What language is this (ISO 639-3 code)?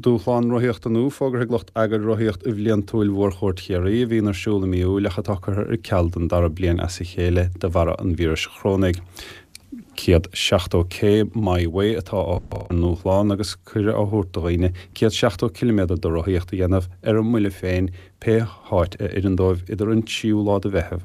gle